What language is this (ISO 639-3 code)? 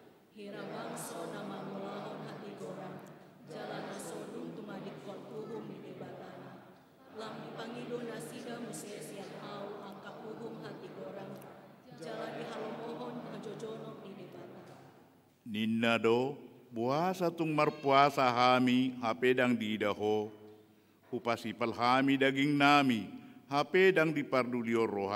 bbc